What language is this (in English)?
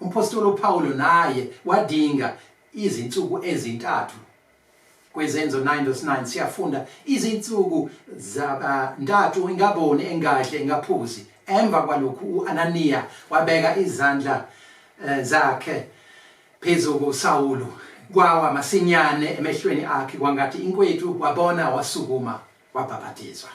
Zulu